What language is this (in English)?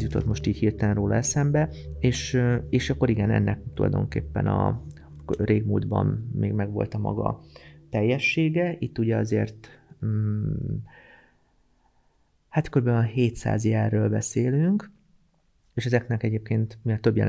Hungarian